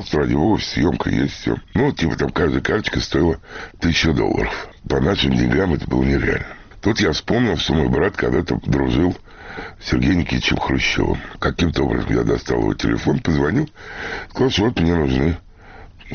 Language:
Russian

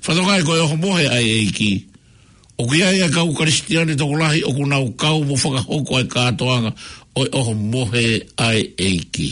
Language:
Tongan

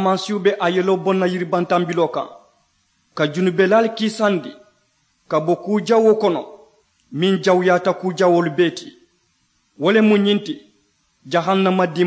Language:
Mandingo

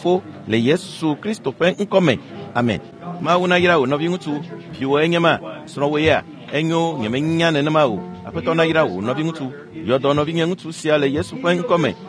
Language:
Ewe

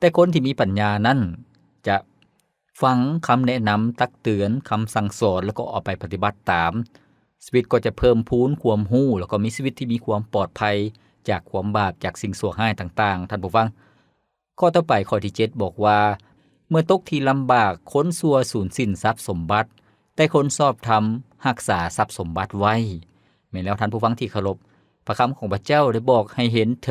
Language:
Lao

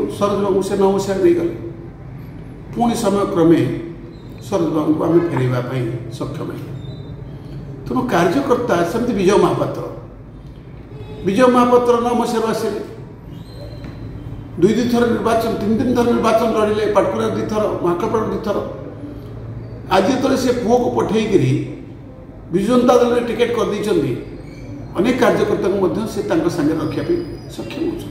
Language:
Odia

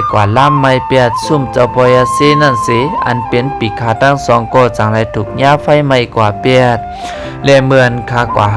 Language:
Shan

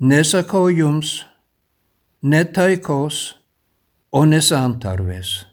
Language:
Lithuanian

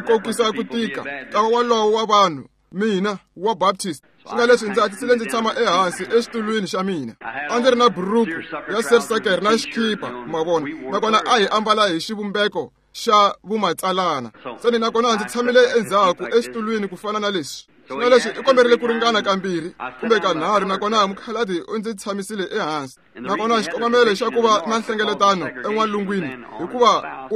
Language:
Tsonga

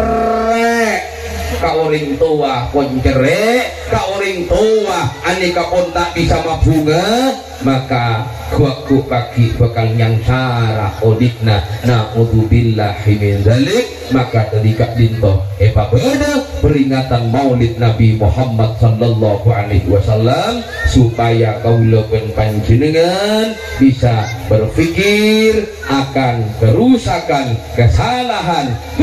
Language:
Madurese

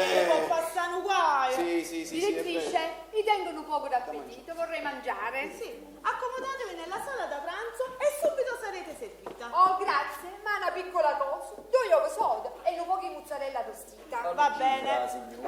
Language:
Neapolitan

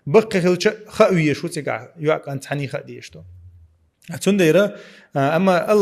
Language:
Chechen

